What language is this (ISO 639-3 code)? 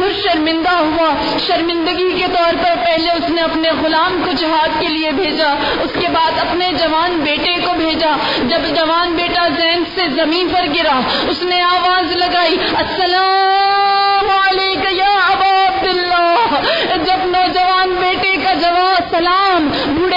urd